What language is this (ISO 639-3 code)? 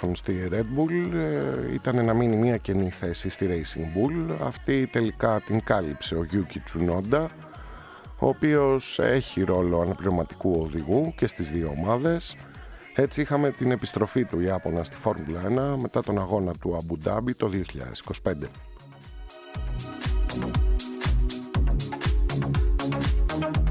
ell